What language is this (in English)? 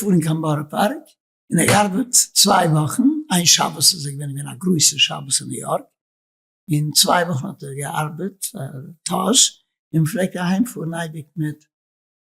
Yiddish